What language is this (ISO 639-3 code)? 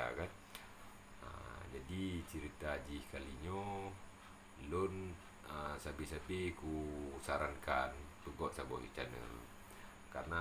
ace